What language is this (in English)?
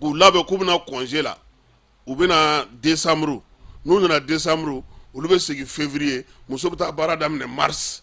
Bambara